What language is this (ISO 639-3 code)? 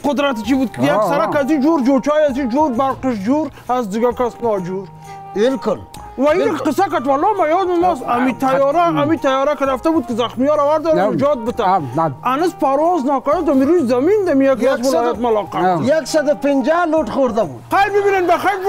fas